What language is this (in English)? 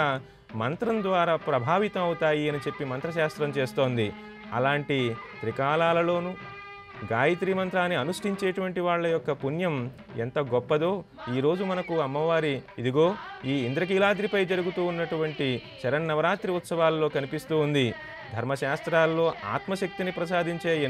Telugu